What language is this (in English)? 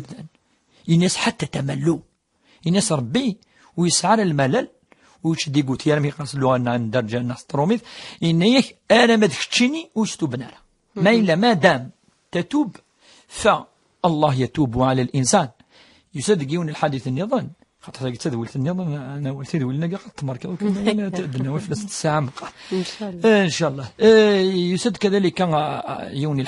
Kabyle